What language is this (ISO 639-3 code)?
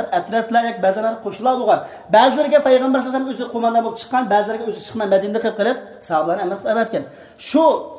uig